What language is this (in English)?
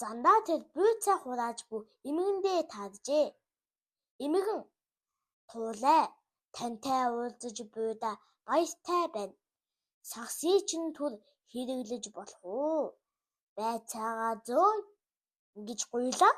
Mongolian